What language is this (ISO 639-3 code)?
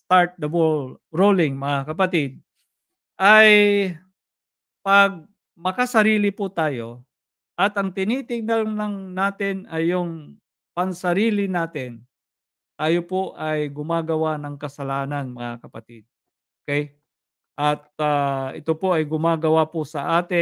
fil